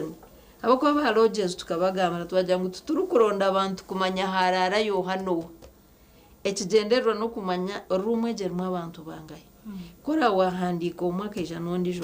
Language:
Nyankole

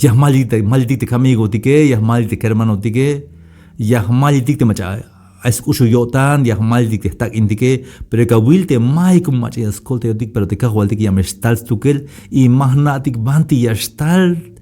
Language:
Tzeltal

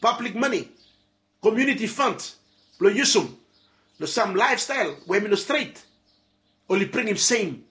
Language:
Bislama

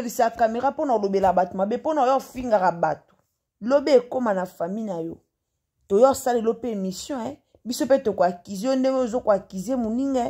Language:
Lingala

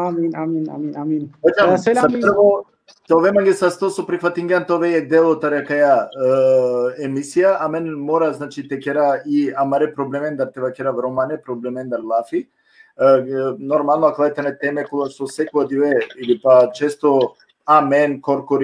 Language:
Balkan Romani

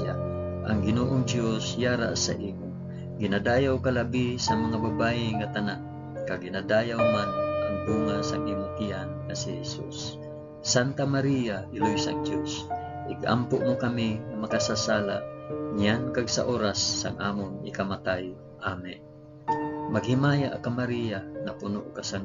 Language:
Hiligaynon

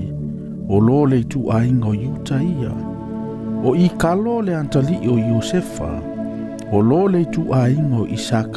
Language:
Samoan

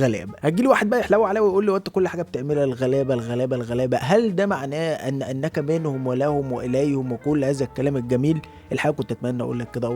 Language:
Egyptian Arabic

